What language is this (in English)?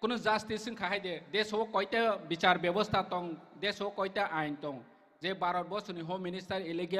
Kok Borok